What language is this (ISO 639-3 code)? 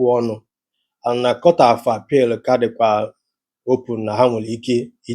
ibo